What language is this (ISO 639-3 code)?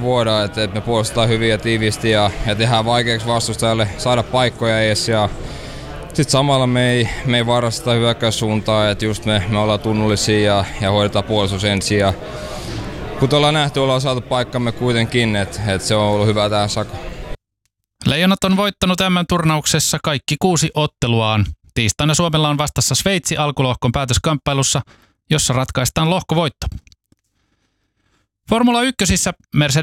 fin